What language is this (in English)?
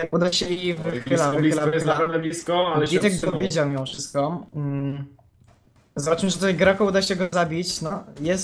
Polish